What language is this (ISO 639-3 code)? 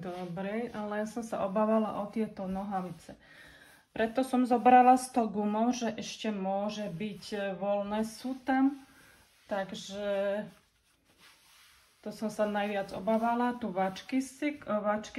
slk